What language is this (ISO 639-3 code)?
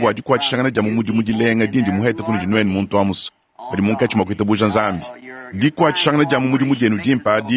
lua